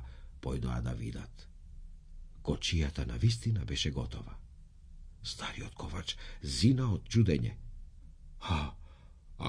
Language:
Macedonian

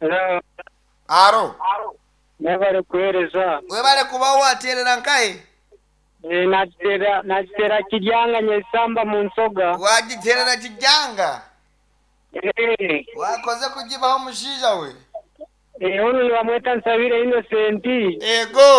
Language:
Nyankole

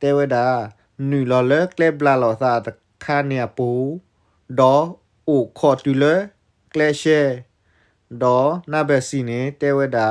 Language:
S'gaw Karen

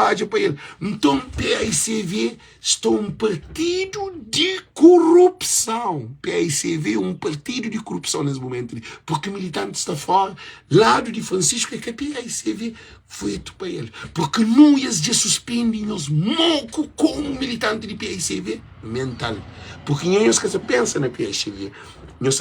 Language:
Kabuverdianu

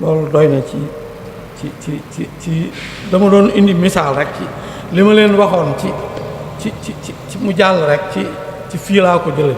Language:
Wolof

